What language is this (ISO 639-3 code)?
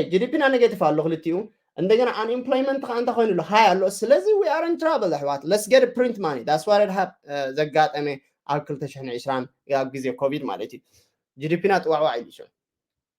tir